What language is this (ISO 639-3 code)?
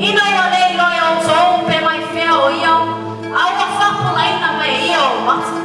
smo